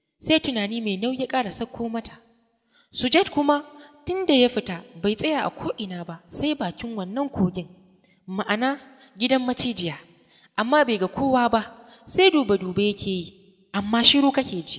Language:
Hausa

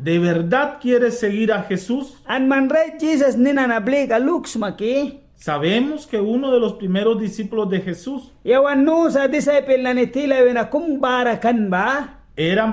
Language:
Mískito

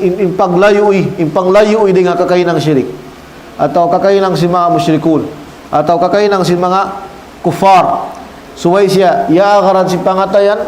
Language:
Tausug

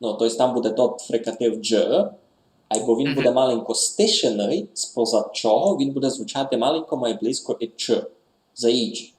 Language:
Rusyn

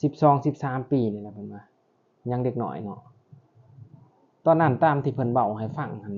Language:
Lao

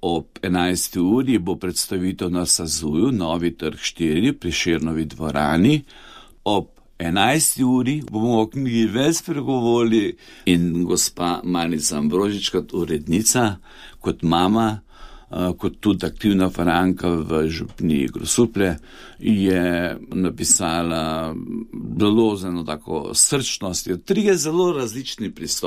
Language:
Slovenian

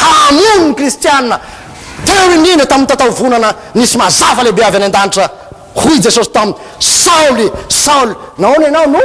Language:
Malagasy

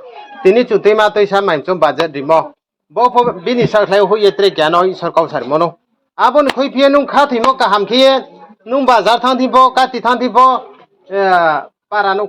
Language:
Riang (India)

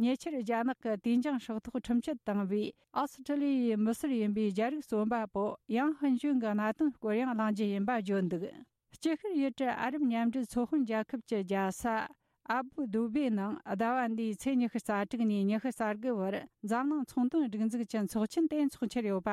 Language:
Tibetan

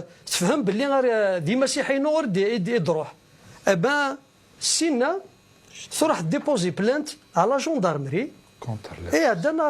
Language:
Kabyle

